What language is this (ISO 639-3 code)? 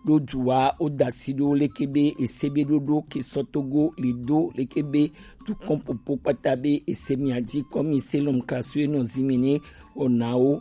gej